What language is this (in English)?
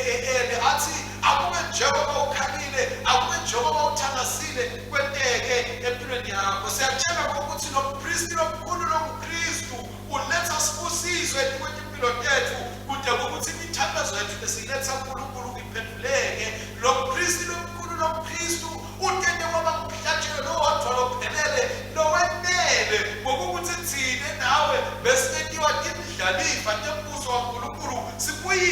Swati